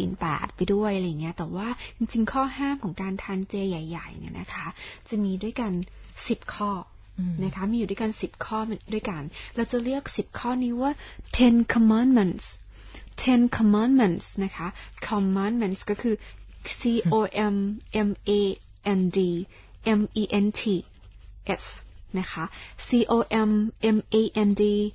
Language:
Thai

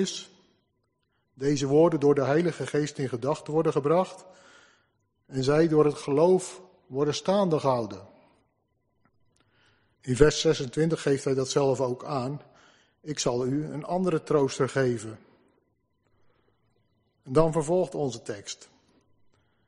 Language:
Dutch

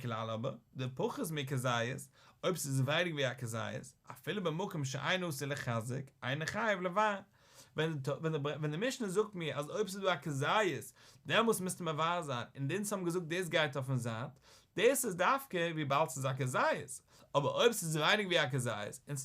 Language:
Yiddish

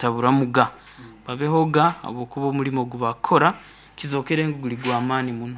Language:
Nyoro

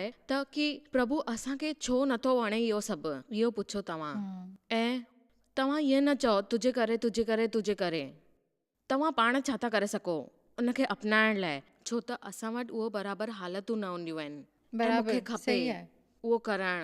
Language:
Sindhi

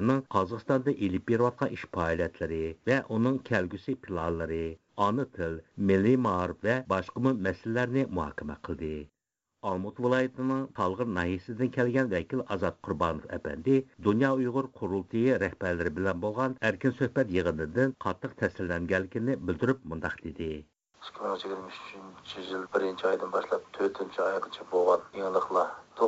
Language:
Uyghur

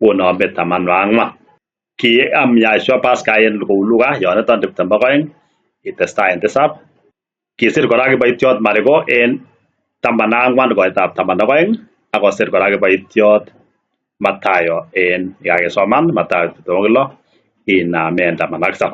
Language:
Kalenjin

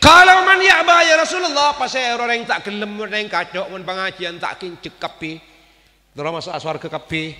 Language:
Madurese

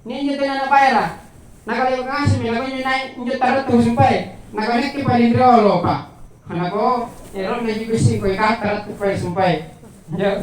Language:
Makasar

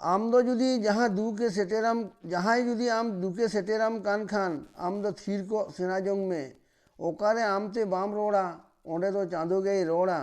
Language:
Santali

